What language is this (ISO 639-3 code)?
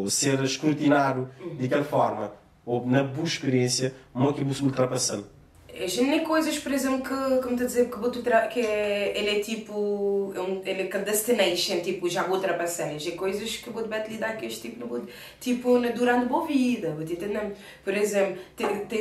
kea